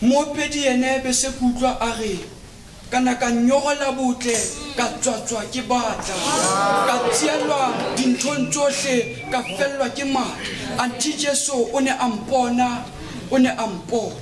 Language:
Southern Sotho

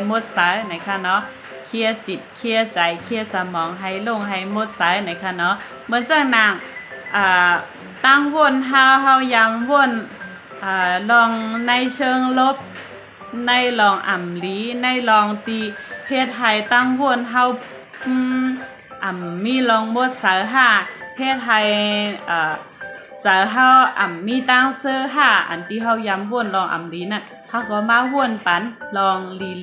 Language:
Shan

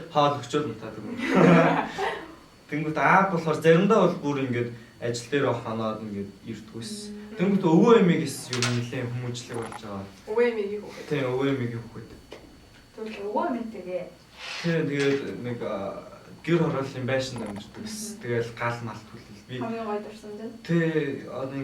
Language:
Mongolian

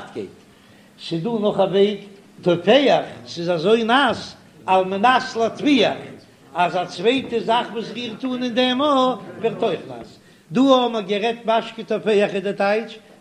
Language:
Yiddish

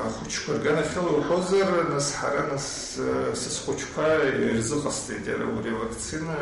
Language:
Abkhazian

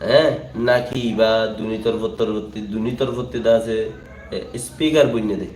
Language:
Rohingya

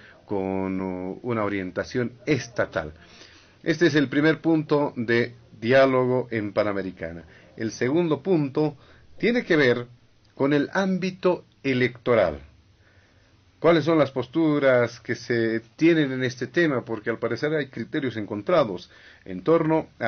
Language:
Spanish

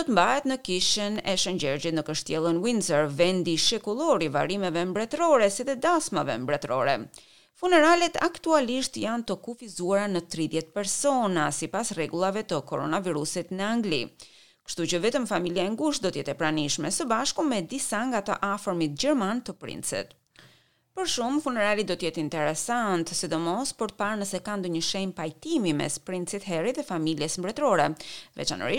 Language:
Albanian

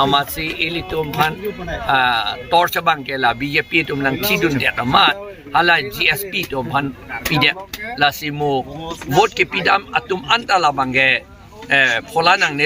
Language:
Karbi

